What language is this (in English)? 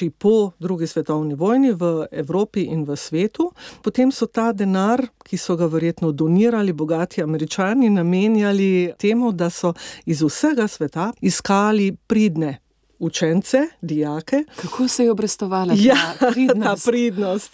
Slovenian